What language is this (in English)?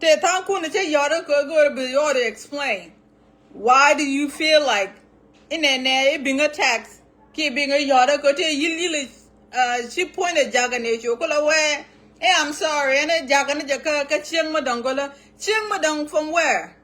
Nuer